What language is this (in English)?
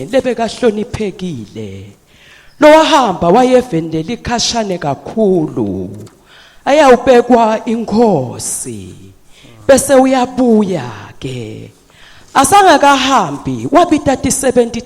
Swati